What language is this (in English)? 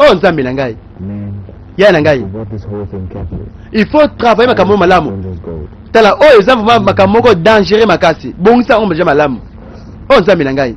Lingala